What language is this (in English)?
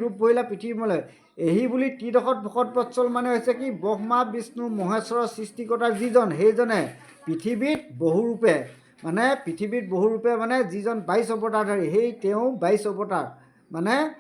Assamese